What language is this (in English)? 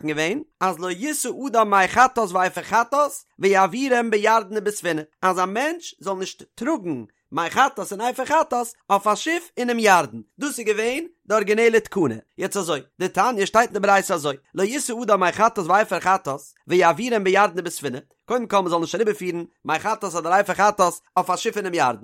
Yiddish